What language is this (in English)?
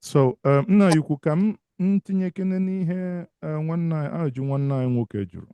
Igbo